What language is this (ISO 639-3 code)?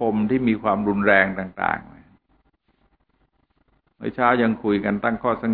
tha